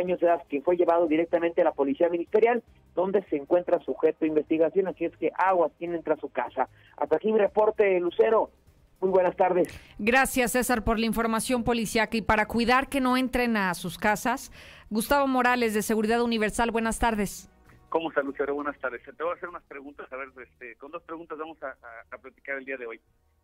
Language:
Spanish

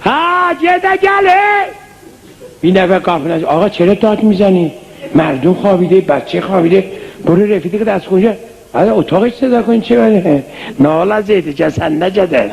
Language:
South Azerbaijani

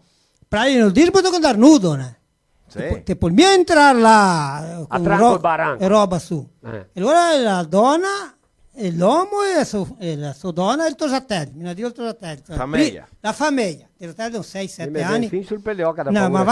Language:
Venetian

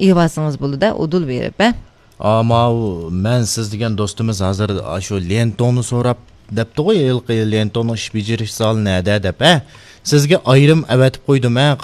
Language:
Uyghur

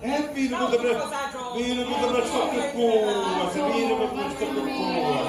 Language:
Sicilian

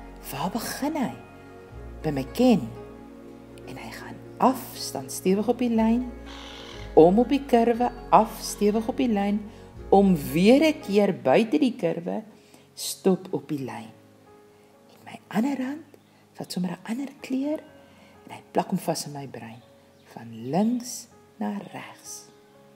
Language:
Afrikaans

